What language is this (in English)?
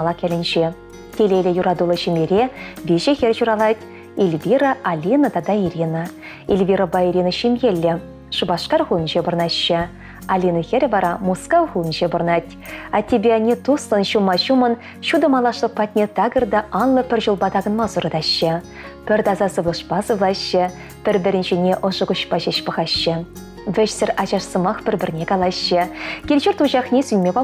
Chuvash